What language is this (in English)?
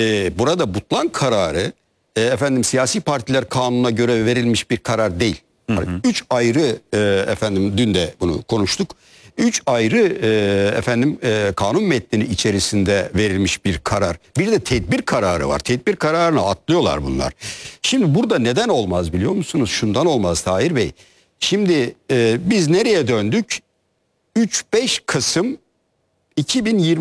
Turkish